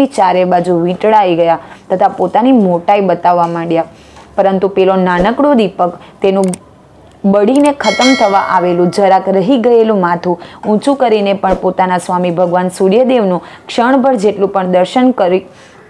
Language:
Gujarati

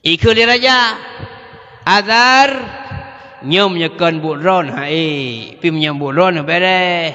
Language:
Achinese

